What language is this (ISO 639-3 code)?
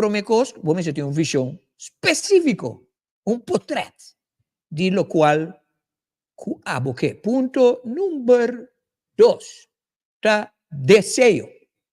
pap